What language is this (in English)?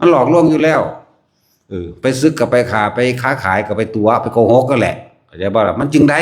Northeastern Thai